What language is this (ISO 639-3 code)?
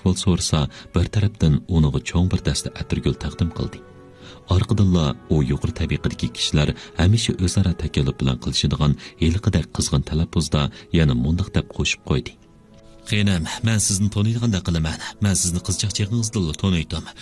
uig